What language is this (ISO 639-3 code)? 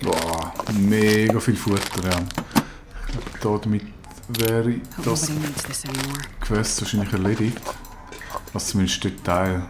gsw